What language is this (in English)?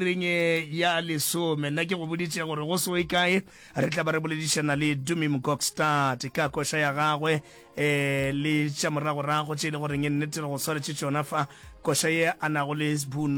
Northern Sotho